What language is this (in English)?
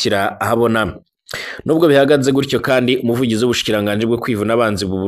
Rundi